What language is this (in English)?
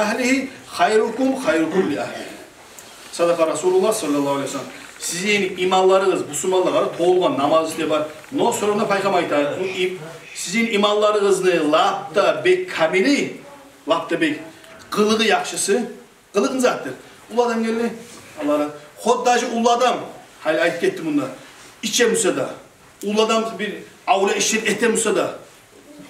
Kumyk